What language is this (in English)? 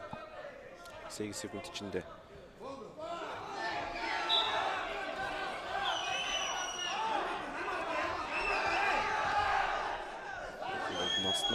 Kyrgyz